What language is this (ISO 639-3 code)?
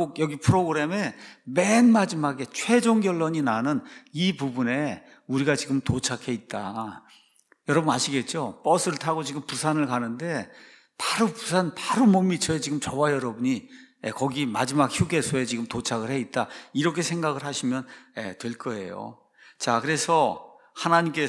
kor